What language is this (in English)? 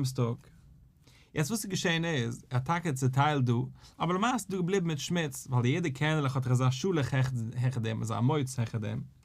Yiddish